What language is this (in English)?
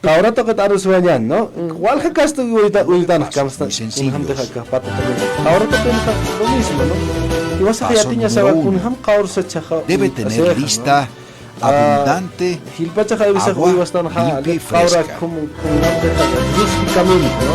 Aymara